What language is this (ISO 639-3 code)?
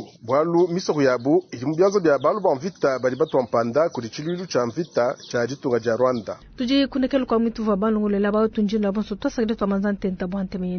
lua